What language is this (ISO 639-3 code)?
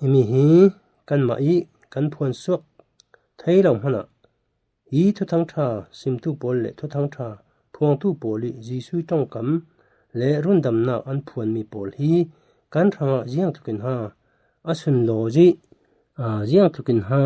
cfm